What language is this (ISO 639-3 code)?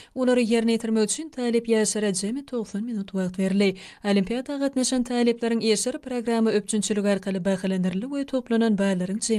tuk